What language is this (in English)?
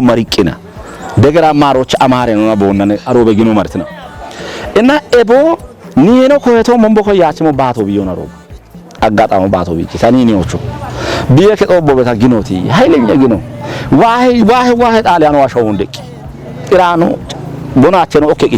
Kafa